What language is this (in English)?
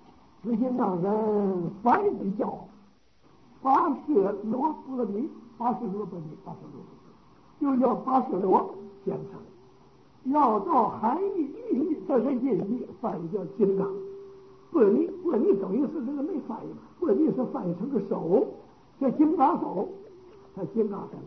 Chinese